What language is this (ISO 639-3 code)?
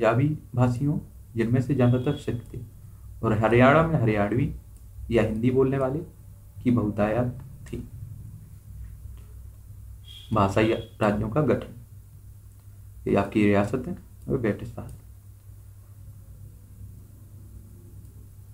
hin